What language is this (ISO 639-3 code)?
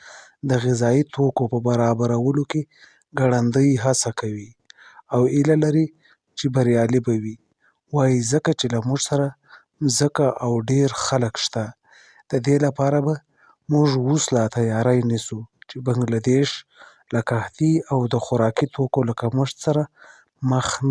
pus